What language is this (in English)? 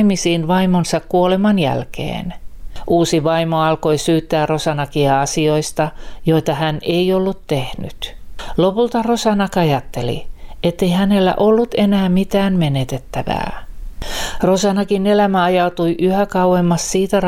Finnish